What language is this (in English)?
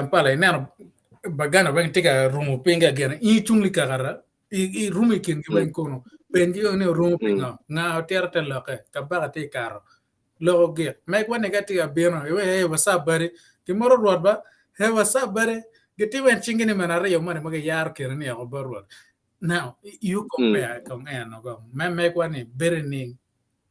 Acoli